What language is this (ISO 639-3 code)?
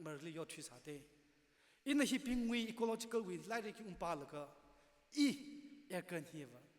nmf